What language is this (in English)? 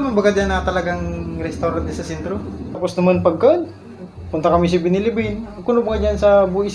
Bikol